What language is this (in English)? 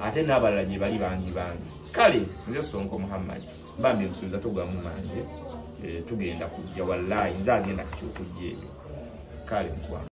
Ganda